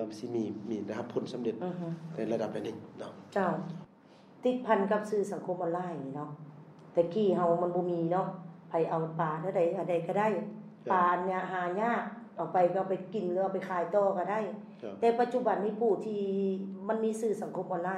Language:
Lao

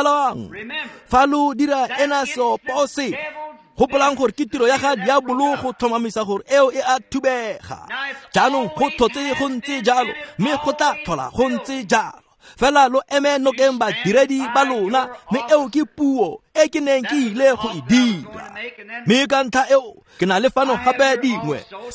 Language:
Tswana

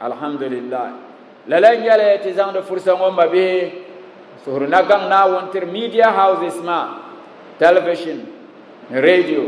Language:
Dagbani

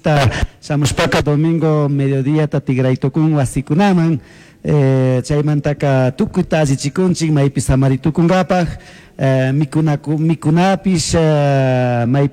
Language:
Chimborazo Highland Quichua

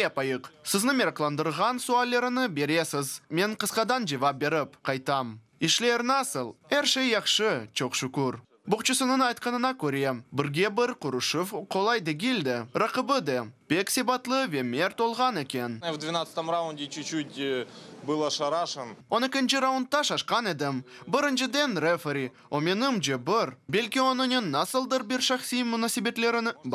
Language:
Crimean Tatar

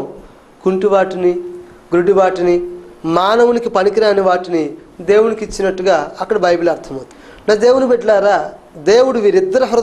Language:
Telugu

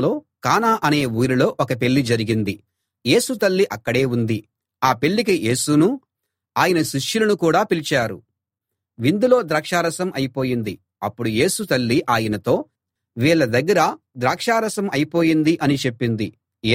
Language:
Telugu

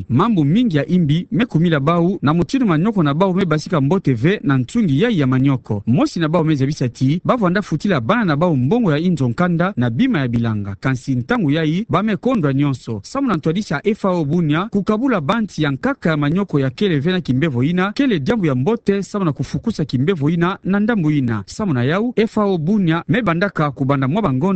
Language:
Kituba (Democratic Republic of Congo)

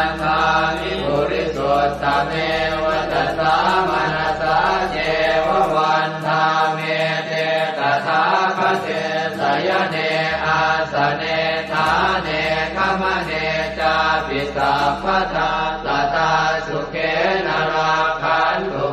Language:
Pali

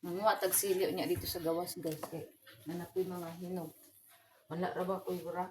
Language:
Cebuano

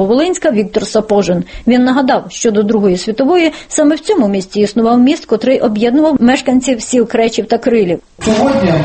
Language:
Ukrainian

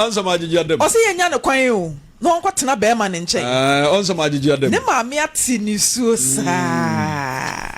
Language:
Akan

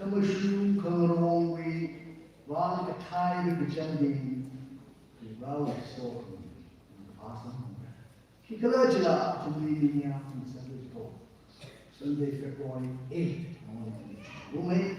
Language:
Tangkhul Naga (India)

